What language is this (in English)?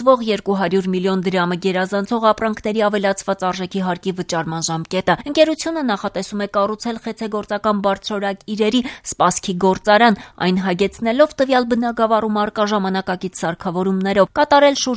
Armenian